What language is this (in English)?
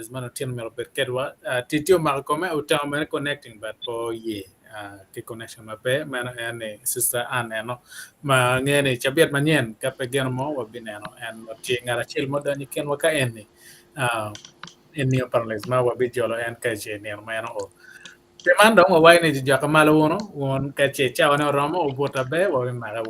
Acoli